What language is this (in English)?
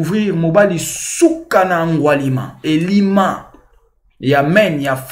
Lingala